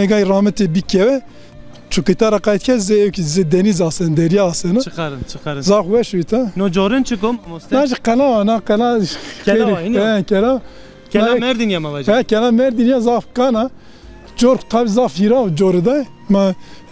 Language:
Zaza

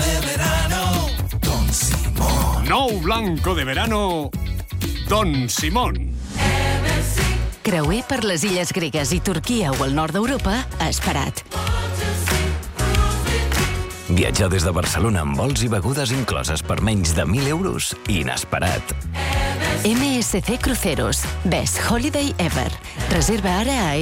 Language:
Catalan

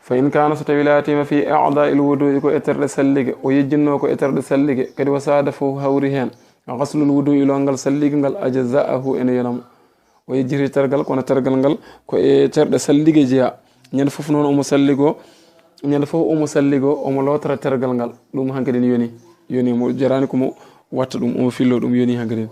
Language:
Fula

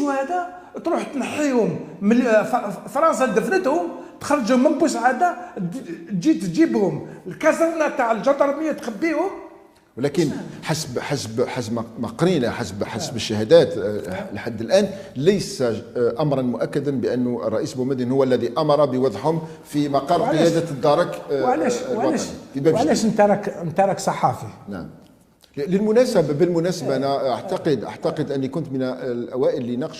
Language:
Algerian Arabic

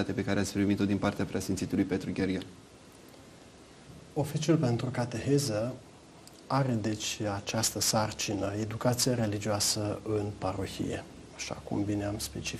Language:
Romanian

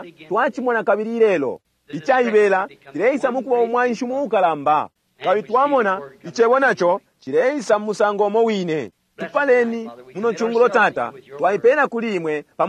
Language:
Bemba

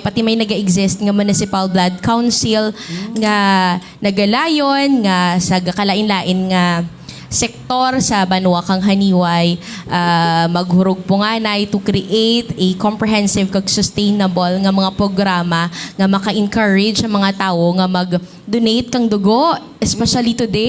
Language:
Hiligaynon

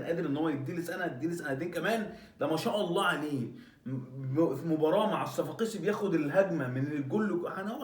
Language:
Egyptian Arabic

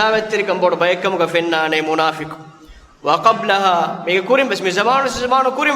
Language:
Divehi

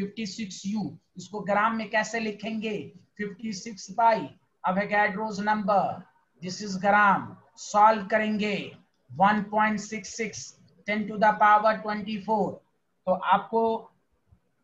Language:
Hindi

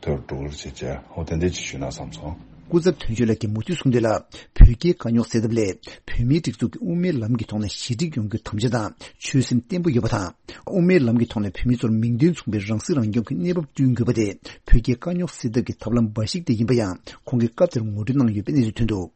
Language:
Tibetan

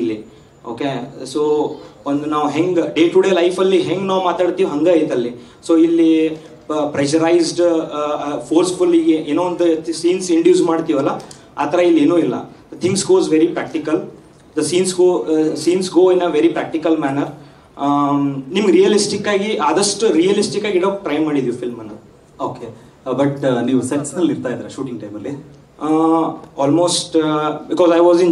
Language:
Kannada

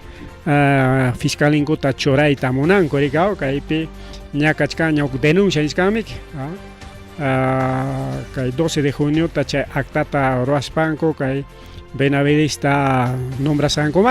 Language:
Ayacucho Quechua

